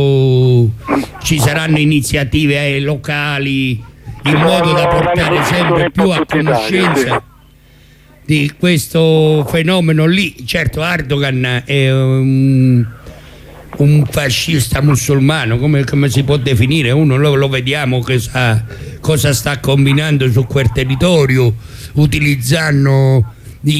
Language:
Italian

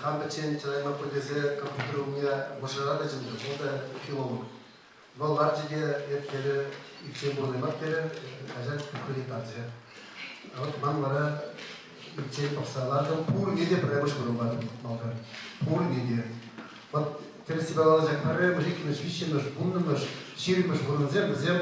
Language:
Chuvash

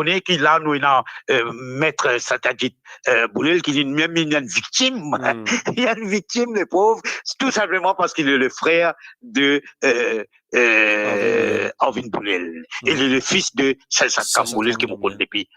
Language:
Morisyen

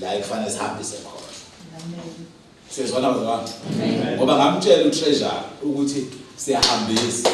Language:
Zulu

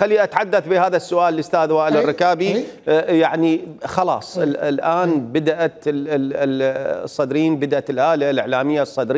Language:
Mesopotamian Arabic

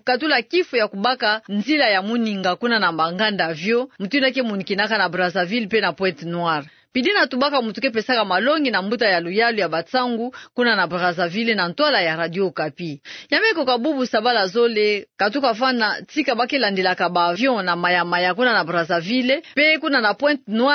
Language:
Kituba (Democratic Republic of Congo)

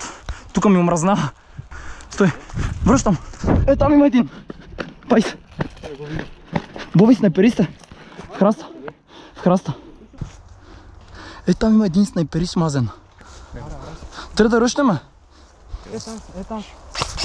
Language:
Bulgarian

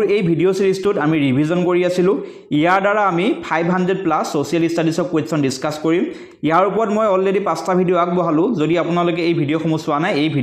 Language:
Assamese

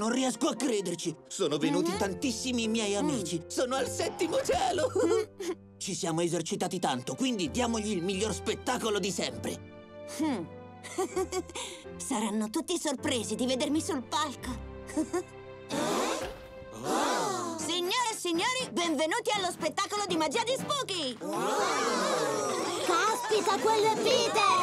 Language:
Italian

